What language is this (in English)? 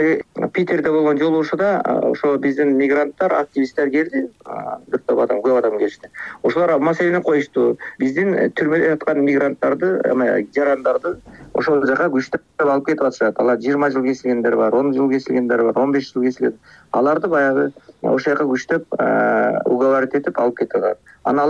Kyrgyz